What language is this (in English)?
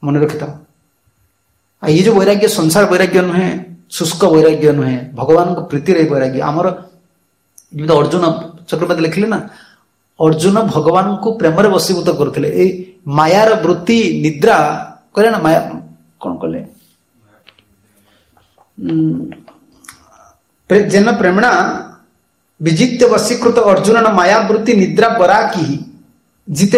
Odia